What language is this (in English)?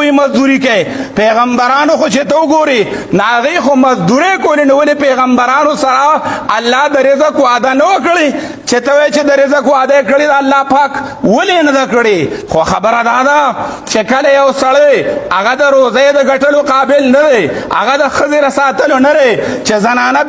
Pashto